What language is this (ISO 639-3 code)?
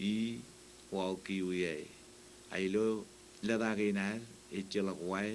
mah